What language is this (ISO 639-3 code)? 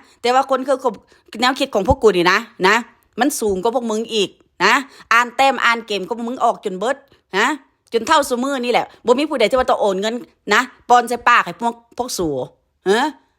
tts